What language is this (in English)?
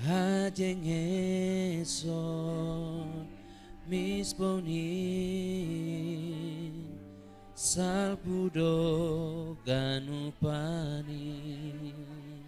Batak Simalungun